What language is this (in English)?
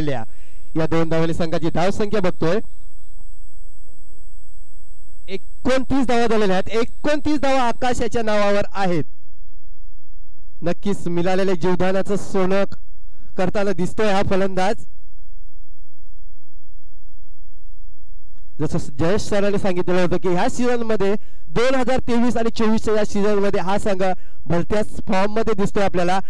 Marathi